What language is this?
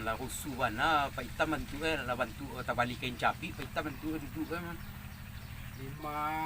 Minangkabau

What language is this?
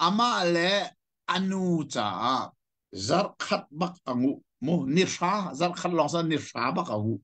Hakha Chin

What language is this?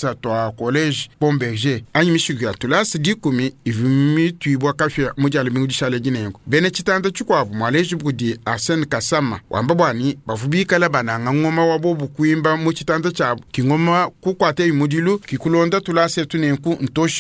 Luba-Lulua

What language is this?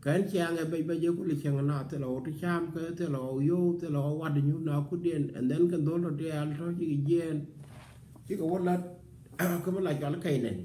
Nuer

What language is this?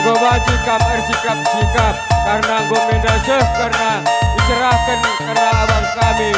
Batak Karo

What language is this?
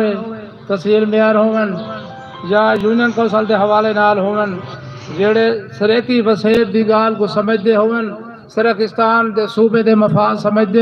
Saraiki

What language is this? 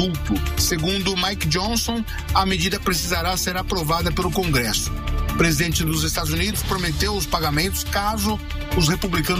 Portuguese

